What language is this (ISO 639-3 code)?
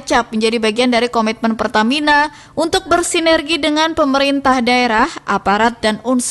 ind